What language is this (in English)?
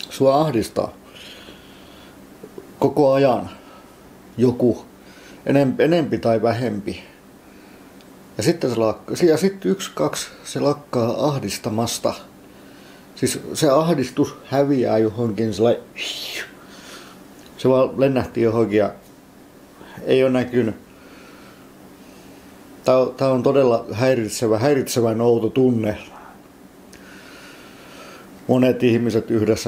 Finnish